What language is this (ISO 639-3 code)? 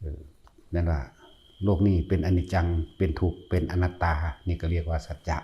tts